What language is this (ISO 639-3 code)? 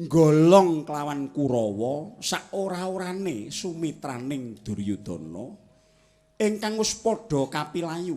jav